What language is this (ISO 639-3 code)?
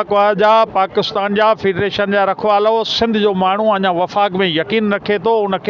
snd